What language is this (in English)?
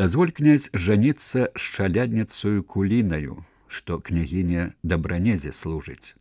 Belarusian